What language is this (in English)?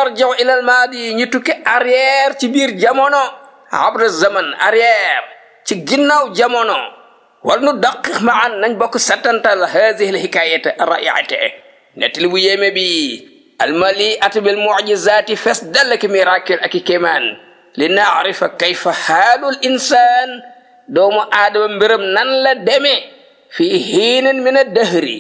Wolof